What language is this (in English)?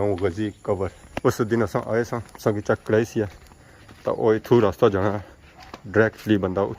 Pahari-Potwari